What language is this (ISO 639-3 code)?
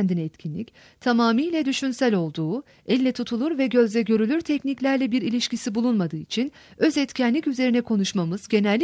tur